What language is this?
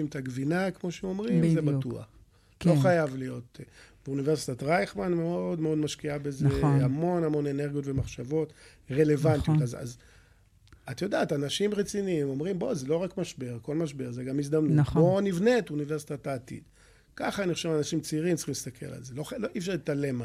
Hebrew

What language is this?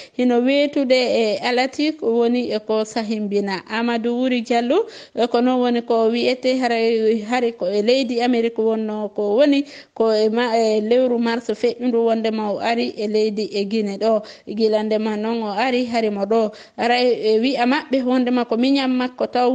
Fula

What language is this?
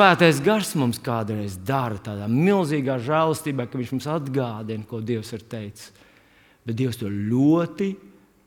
Latvian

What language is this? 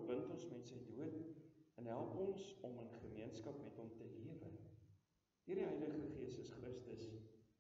Afrikaans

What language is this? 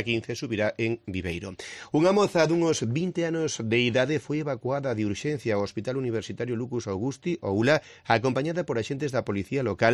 Galician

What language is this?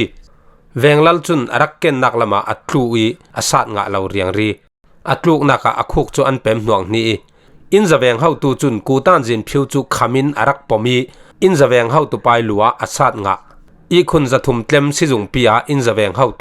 Falam Chin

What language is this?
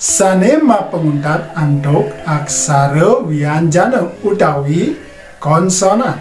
Balinese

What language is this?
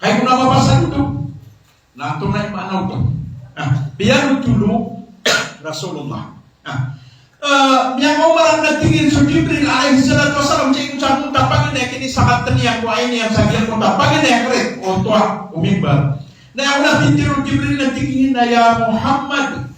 Maranao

